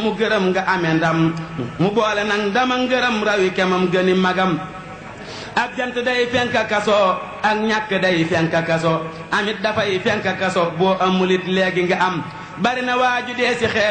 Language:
Wolof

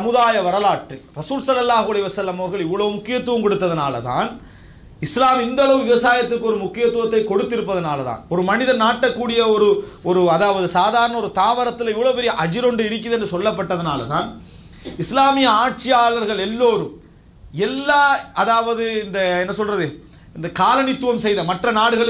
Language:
Tamil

